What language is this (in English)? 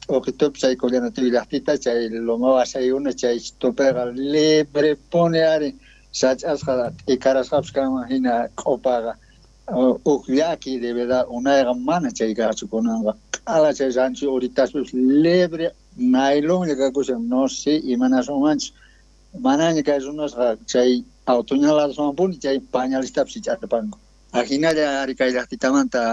South Bolivian Quechua